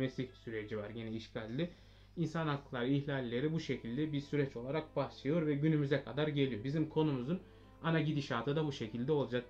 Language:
Turkish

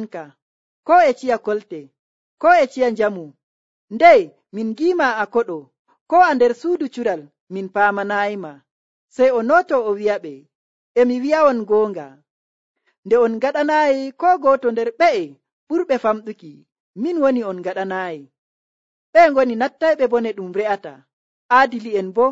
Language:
Nigerian Fulfulde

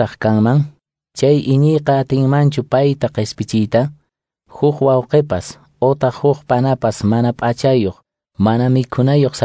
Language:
Quechua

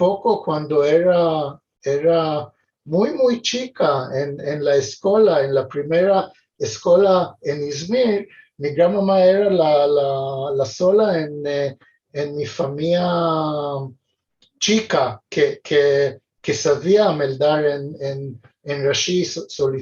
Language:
Ladino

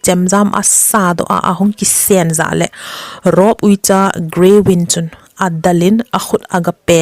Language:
Thado Chin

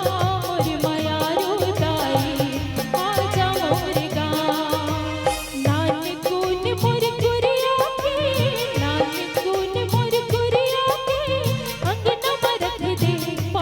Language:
Chhattisgarhi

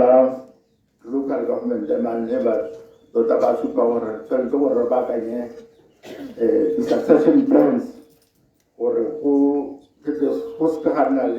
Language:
Tswana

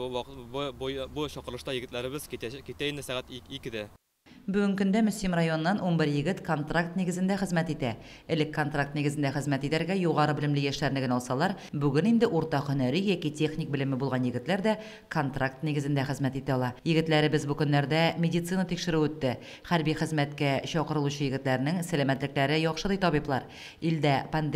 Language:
Tatar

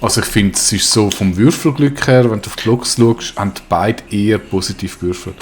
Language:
Swiss German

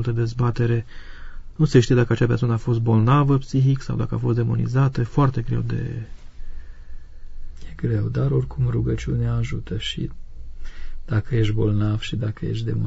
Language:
Romanian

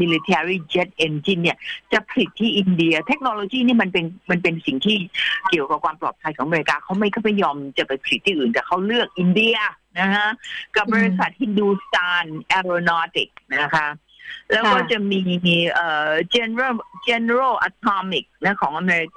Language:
Thai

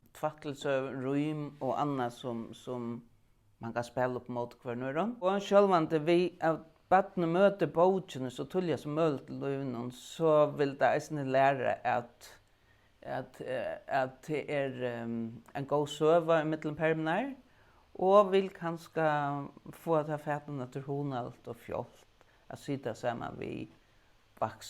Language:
Faroese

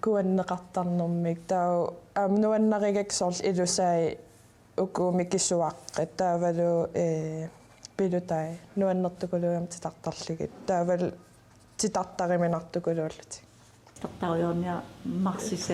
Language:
Kalaallisut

